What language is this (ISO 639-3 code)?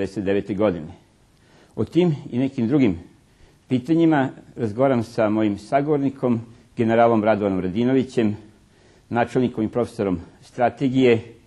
srp